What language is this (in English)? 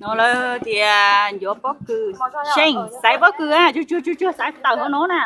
Hmong